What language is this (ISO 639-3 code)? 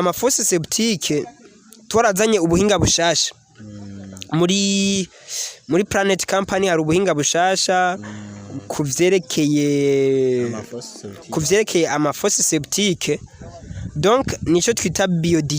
run